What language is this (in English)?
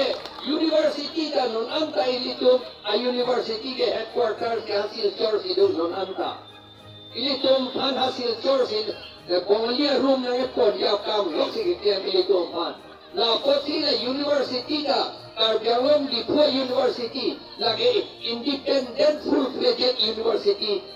Karbi